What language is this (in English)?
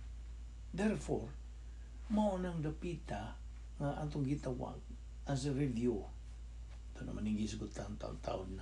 Cebuano